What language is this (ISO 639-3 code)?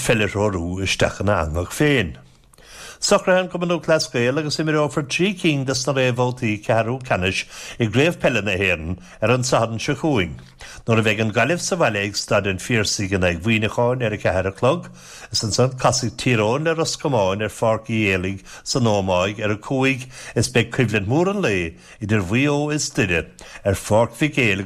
gle